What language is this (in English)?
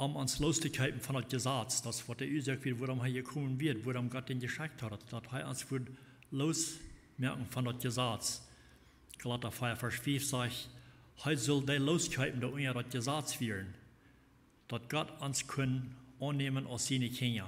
Plautdietsch